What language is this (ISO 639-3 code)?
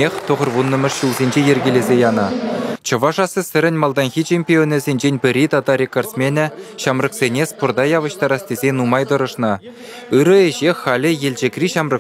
chv